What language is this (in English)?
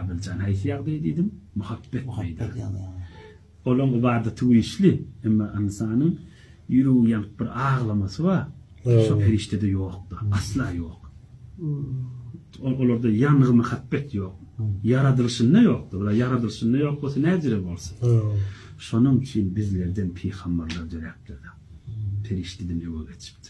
Turkmen